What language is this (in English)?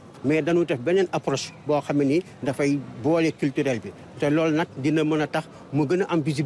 Wolof